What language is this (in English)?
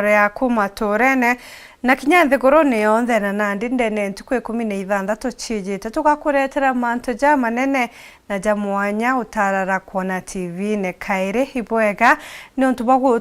Meru